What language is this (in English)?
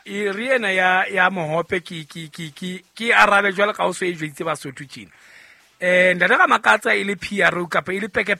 Southern Sotho